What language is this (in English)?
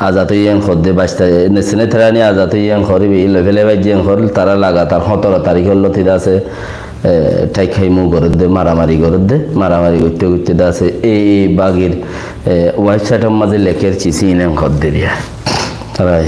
Rohingya